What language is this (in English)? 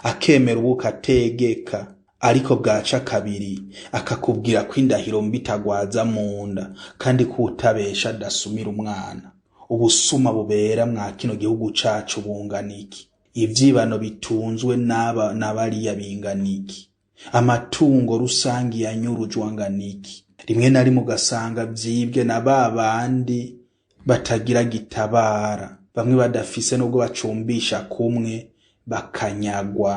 Rundi